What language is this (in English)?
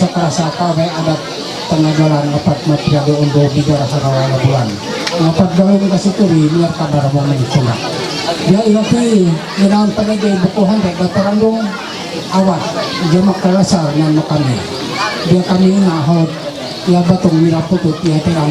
Ma'anyan